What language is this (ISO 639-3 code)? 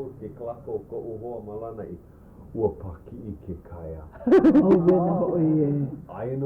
haw